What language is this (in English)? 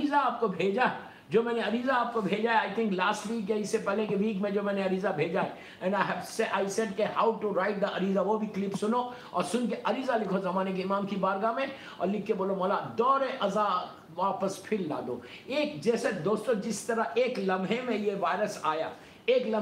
Urdu